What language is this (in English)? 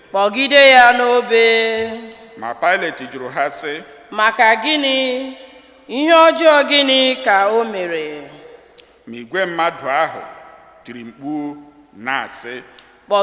Igbo